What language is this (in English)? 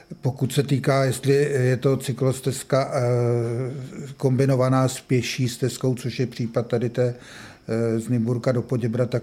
Czech